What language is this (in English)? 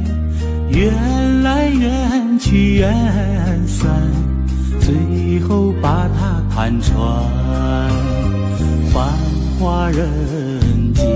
Chinese